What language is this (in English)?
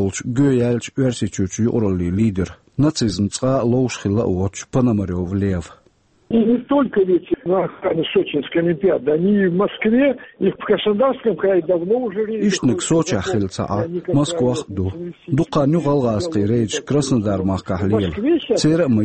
Chechen